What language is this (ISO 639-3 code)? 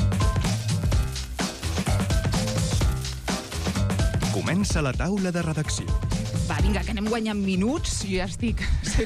cat